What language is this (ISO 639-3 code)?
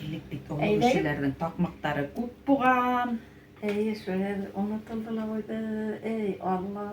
bak